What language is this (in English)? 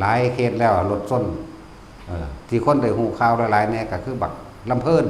Northeastern Thai